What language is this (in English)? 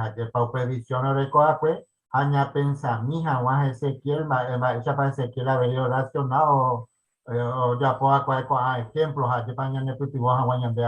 Guarani